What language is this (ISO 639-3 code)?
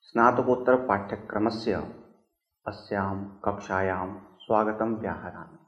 san